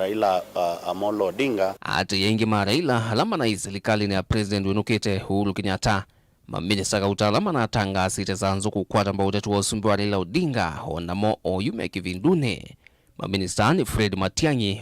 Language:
Kamba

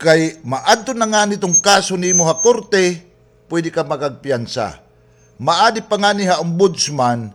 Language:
Waray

